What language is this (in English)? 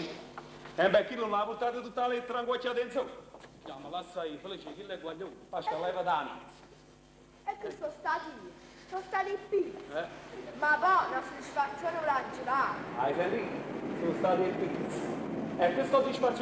Neapolitan